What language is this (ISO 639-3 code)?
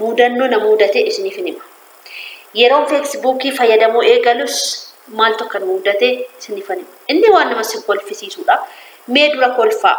orm